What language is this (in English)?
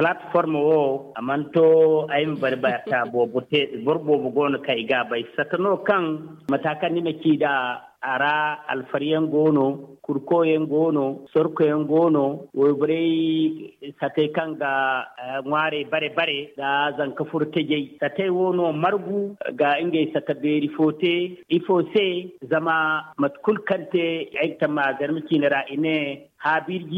Zarma